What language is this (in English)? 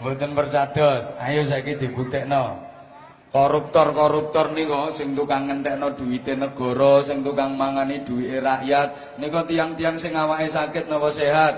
Javanese